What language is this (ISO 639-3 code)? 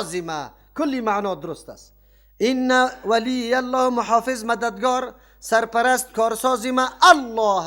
fas